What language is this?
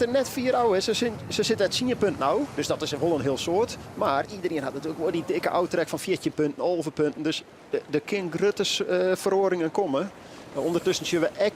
Western Frisian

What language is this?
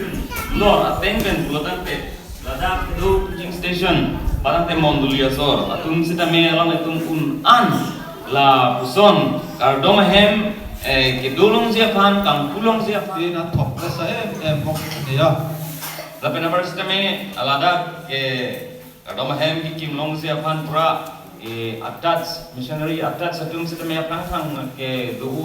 Karbi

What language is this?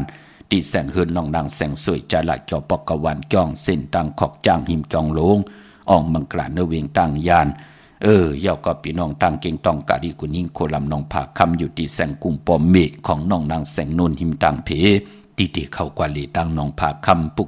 Shan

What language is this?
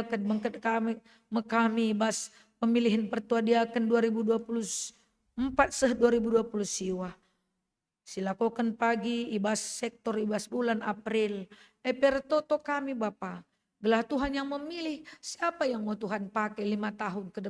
Batak Karo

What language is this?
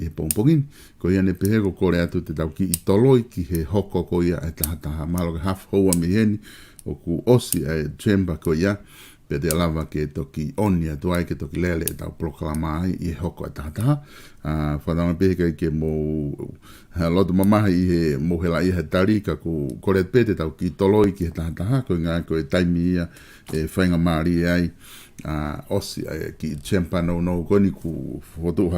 Tongan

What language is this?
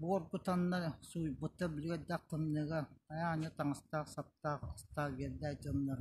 Yakut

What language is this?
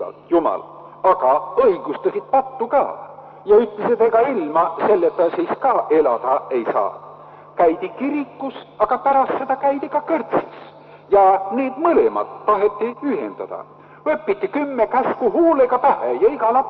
Estonian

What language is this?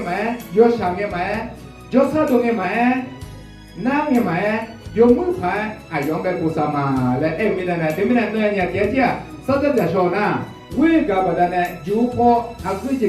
Akha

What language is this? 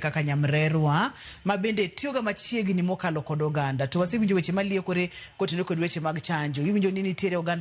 Luo (Kenya and Tanzania)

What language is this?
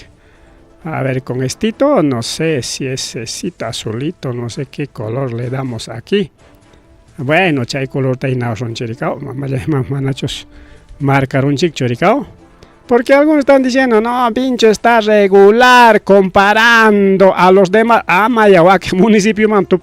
Ayacucho Quechua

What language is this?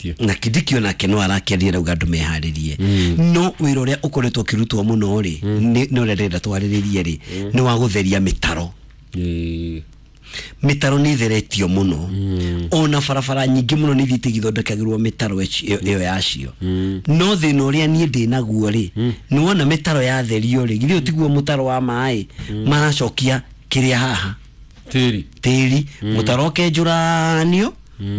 Kikuyu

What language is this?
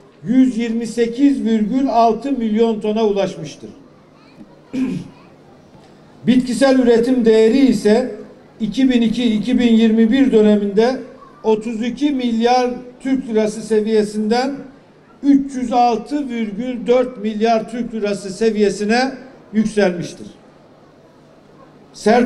Turkish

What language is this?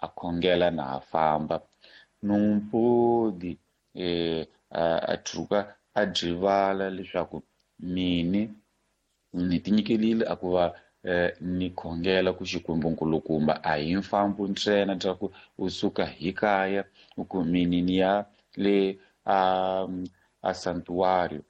Tsonga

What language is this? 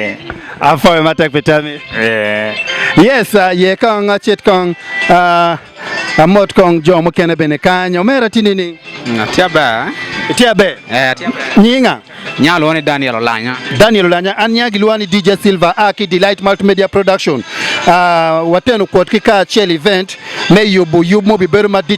Acoli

